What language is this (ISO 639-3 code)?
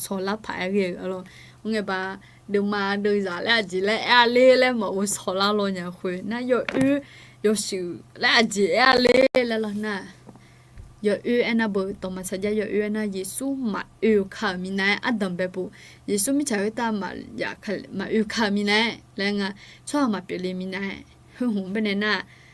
ahk